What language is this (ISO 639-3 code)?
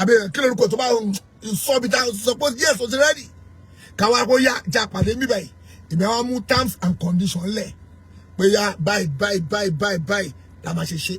yor